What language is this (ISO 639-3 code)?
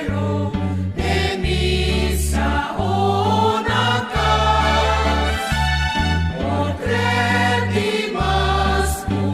pap